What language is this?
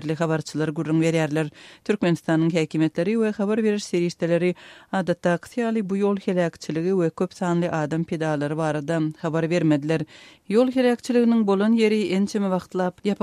Turkmen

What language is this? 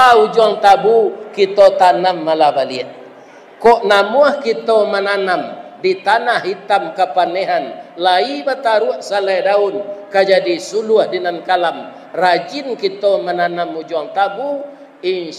Minangkabau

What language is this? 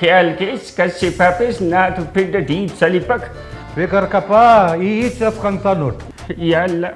Brahui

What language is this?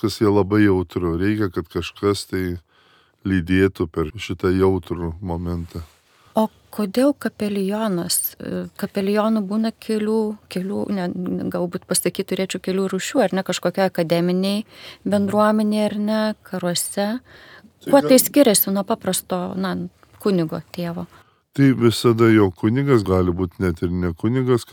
Lithuanian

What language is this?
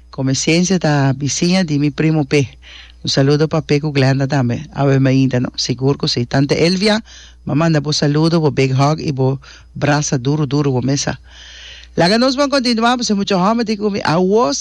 Papiamento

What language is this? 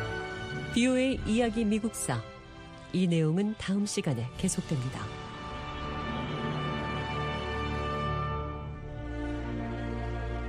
Korean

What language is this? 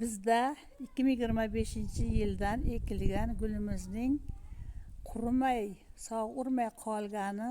Uzbek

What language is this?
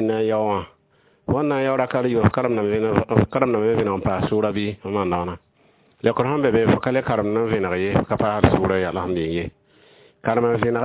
Mossi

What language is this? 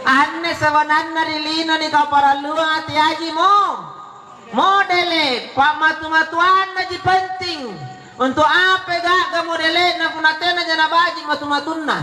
Makasar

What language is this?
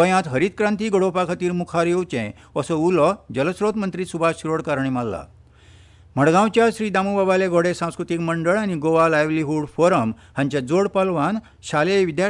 Konkani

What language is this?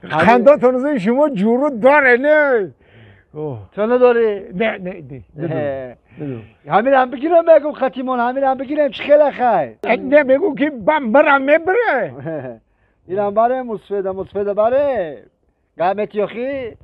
Tajik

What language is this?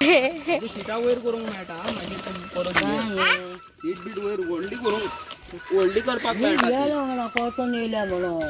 Konkani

